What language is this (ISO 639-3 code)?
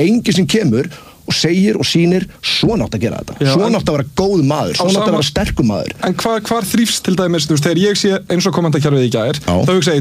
isl